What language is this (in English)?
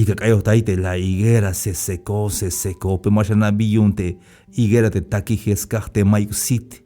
Tzeltal